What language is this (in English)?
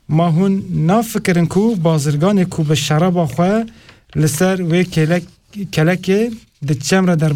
Kurdish